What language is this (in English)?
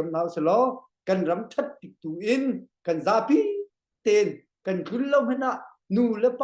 Hakha Chin